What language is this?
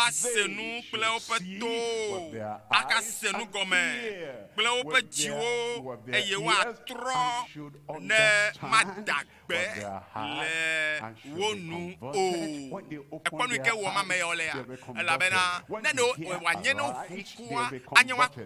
Ewe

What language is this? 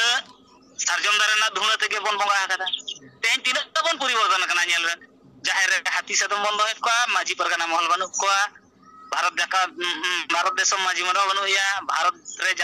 Santali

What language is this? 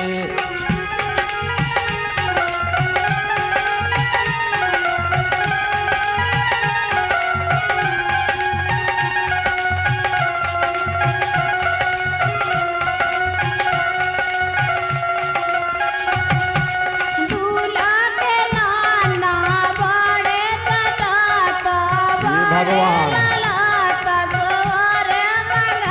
Bundeli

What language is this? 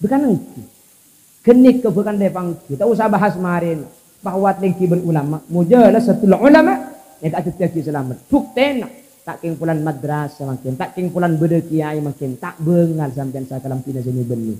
Madurese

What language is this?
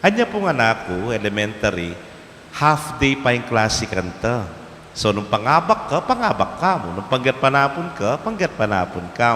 Pampanga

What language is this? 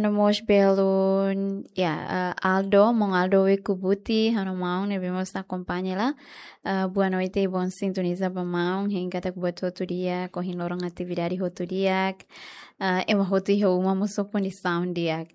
Tetum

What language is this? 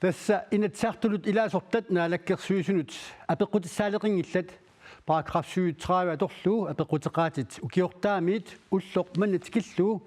Kalaallisut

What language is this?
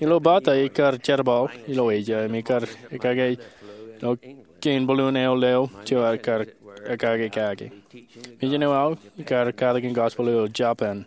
Marshallese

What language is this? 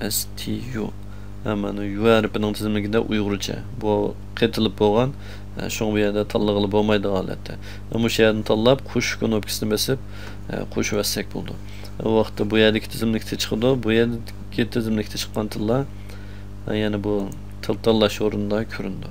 Uyghur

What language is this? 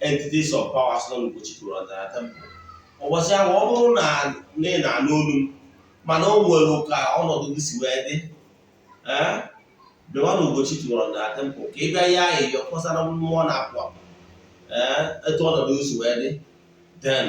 Igbo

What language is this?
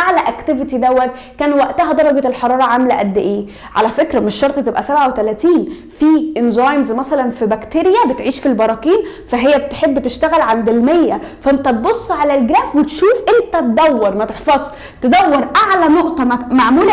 Egyptian Arabic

